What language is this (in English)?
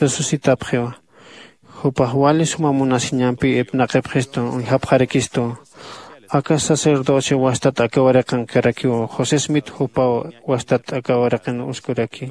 Aymara